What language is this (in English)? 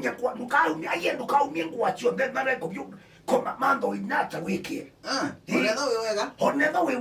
Kamba